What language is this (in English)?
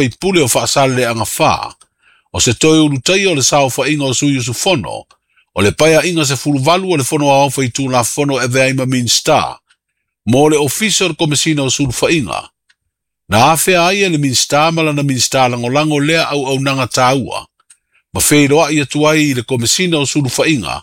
Samoan